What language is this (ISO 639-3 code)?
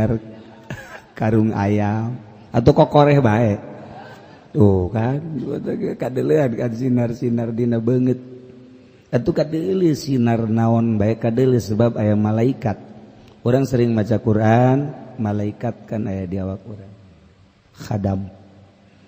sun